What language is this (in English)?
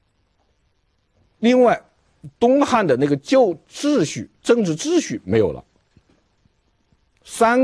Chinese